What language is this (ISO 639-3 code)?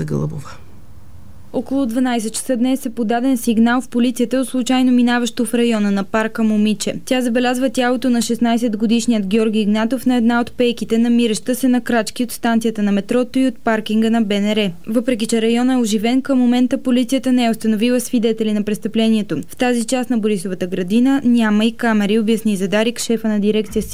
bul